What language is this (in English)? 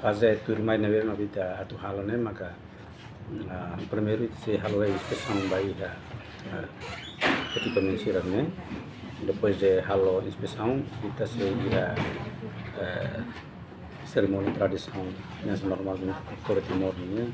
Tetum